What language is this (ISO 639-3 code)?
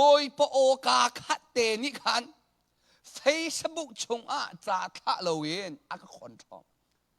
cnh